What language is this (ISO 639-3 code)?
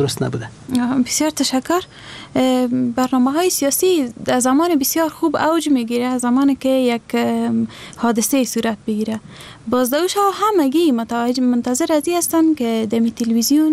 fas